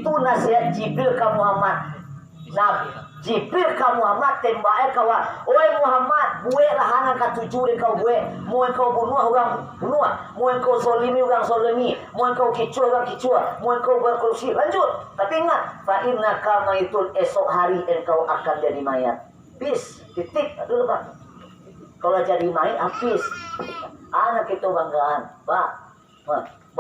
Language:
Minangkabau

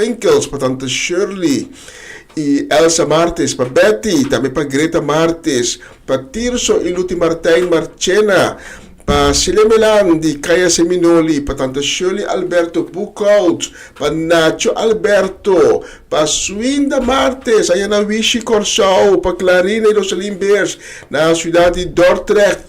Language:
Papiamento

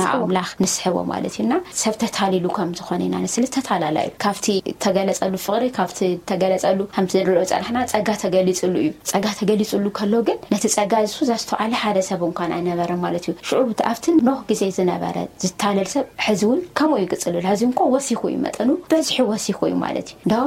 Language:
Tigrinya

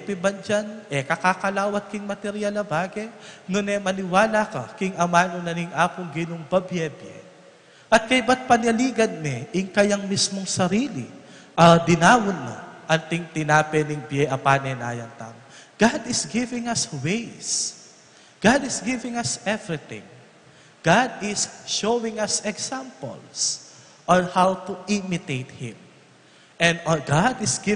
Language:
Pampanga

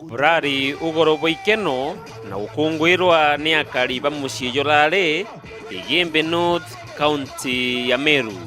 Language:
Meru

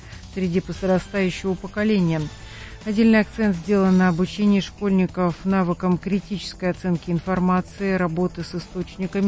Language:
Russian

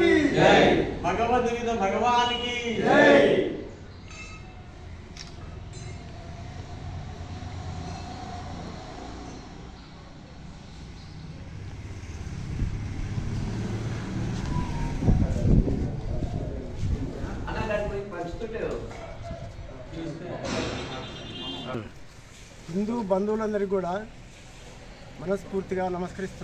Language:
Telugu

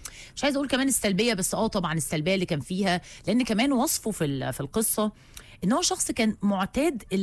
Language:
Egyptian Arabic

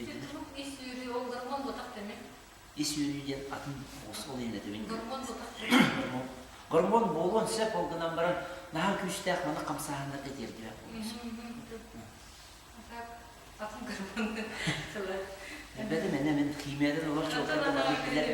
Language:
Yakut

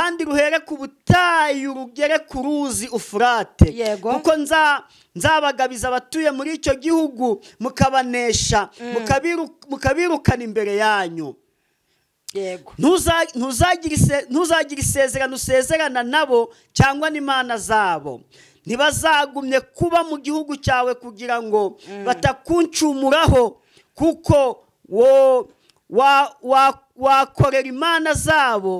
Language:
Kinyarwanda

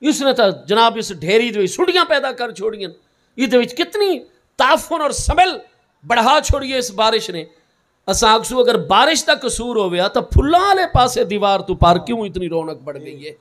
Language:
Saraiki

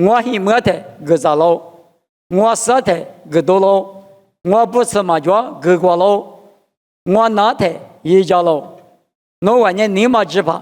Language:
Lisu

